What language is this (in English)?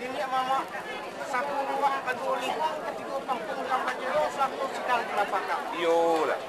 Minangkabau